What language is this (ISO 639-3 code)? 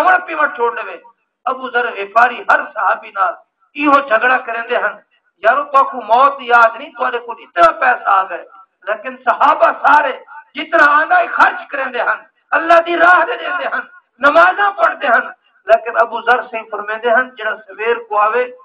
skr